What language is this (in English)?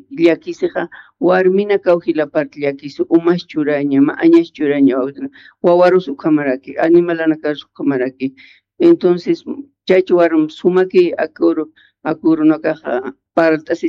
Aymara